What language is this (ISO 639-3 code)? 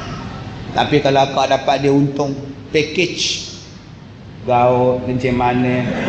msa